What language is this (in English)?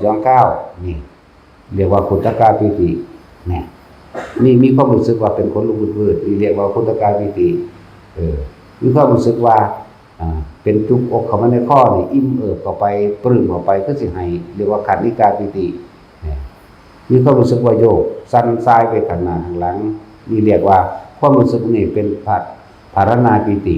Northeastern Thai